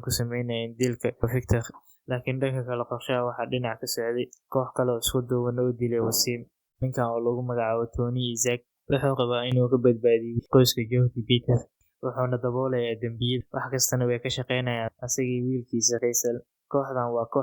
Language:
Somali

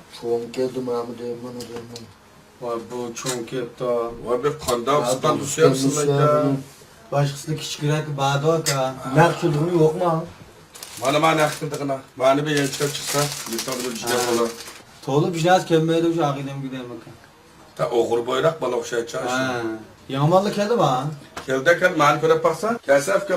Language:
Uyghur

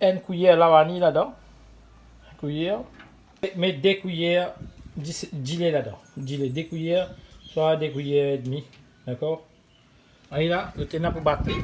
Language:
Morisyen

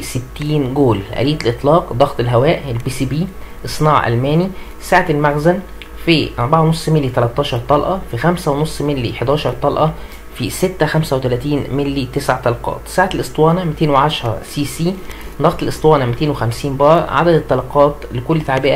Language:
Egyptian Arabic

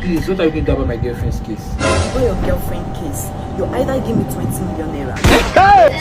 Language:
Nigerian Pidgin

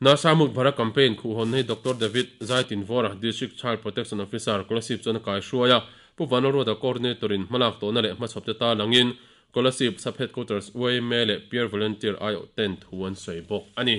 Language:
Mizo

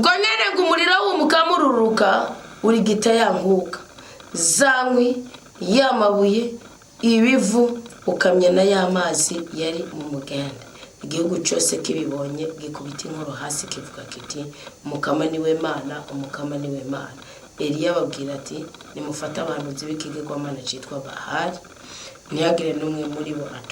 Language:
Rundi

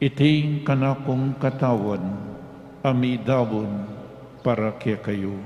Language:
Pampanga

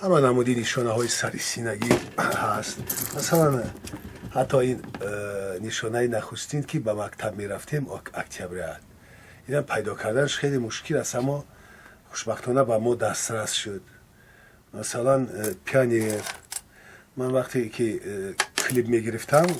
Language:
Tajik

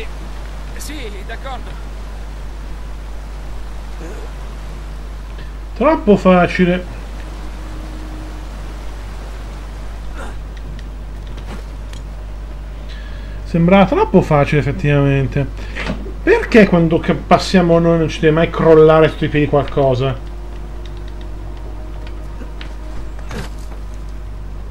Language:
Italian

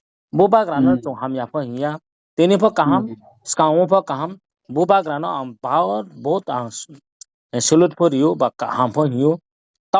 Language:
Riang (India)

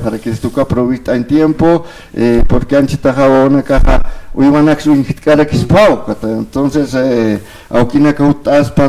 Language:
Aymara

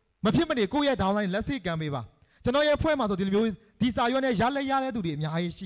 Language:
Burmese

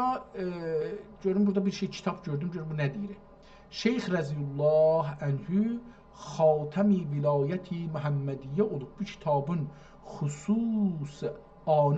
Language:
South Azerbaijani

